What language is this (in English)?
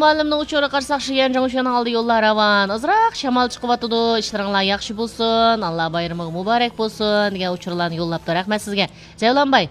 Uyghur